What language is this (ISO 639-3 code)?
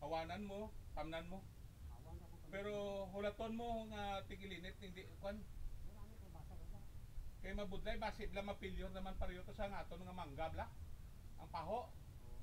hil